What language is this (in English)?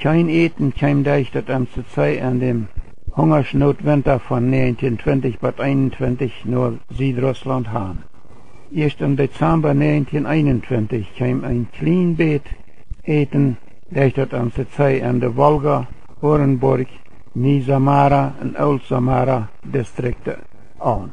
Plautdietsch